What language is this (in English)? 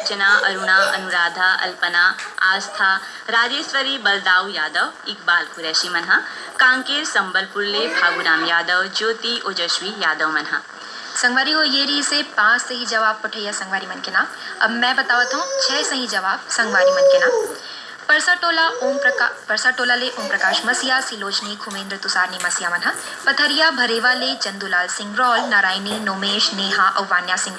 Chhattisgarhi